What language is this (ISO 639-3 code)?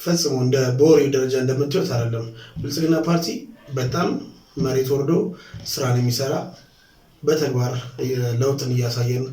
amh